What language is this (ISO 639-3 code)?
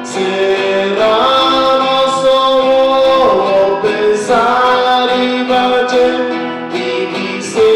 pap